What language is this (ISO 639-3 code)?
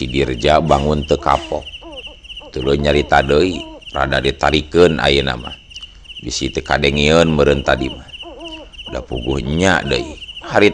sun